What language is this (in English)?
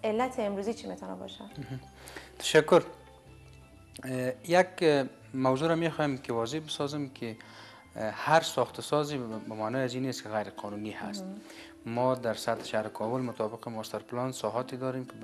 Persian